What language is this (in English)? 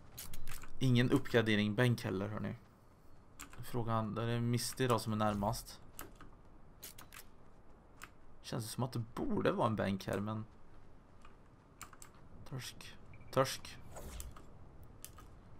Swedish